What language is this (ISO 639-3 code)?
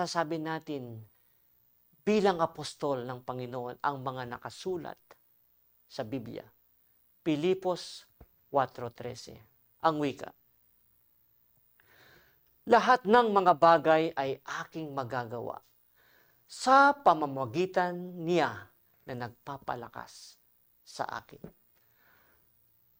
fil